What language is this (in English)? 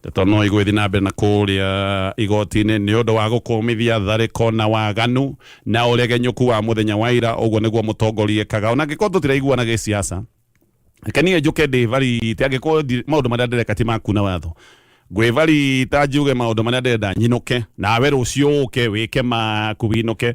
Kikuyu